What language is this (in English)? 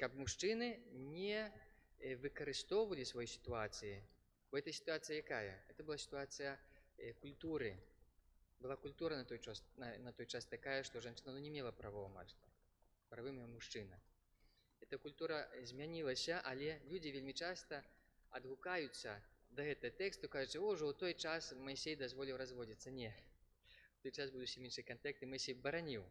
Belarusian